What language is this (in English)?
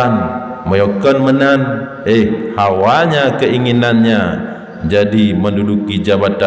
Achinese